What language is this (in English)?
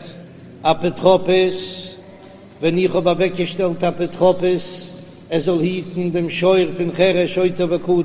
Yiddish